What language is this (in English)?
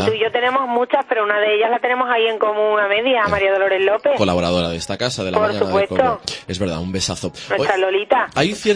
Spanish